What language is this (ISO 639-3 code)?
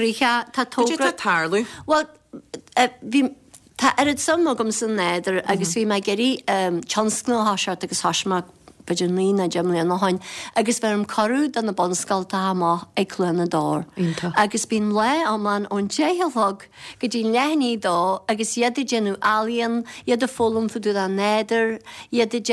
gle